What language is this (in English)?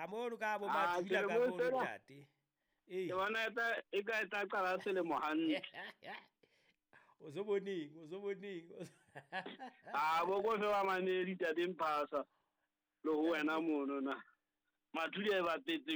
Southern Sotho